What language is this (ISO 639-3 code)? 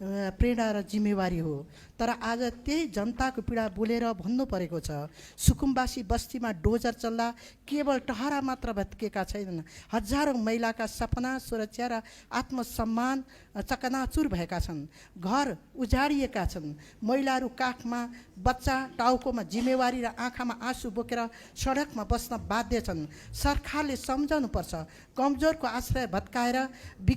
nep